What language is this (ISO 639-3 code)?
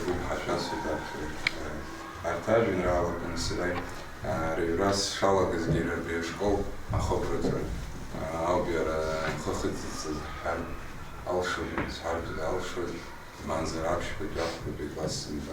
abk